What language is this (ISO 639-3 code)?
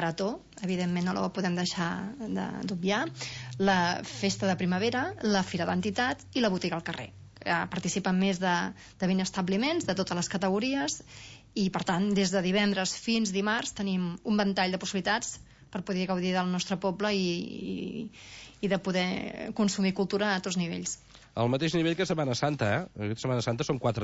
cat